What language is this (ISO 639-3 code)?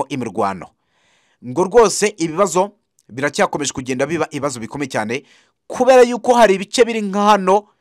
kin